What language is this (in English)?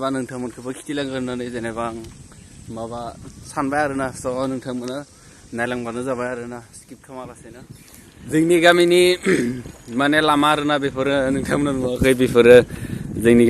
Bodo